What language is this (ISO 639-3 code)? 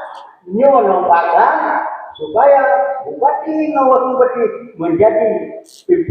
ace